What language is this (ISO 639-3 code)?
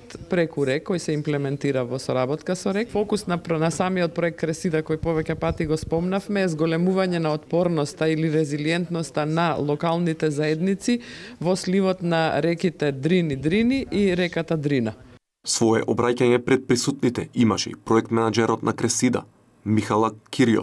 mkd